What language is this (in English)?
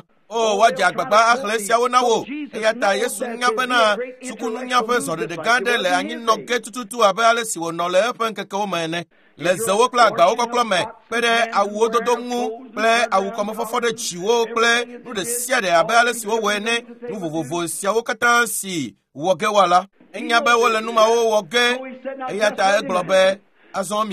Ewe